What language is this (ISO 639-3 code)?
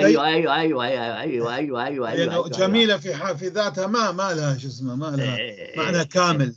apc